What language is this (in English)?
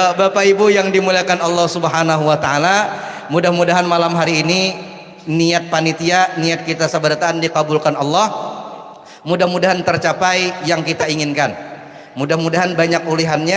Banjar